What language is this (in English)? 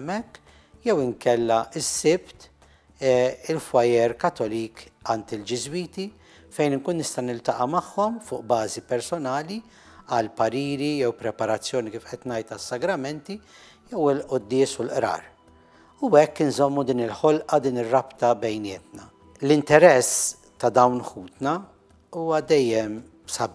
Maltese